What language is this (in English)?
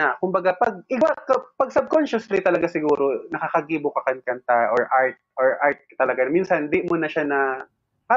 Bikol